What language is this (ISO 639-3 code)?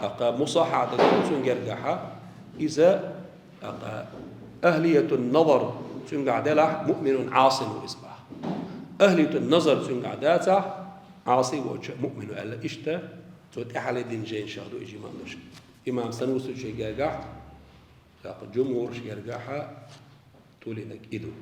che